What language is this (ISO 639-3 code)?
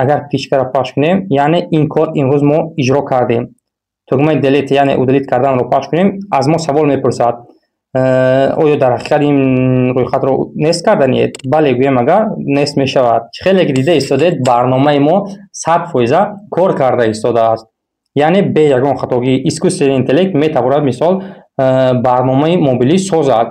tgk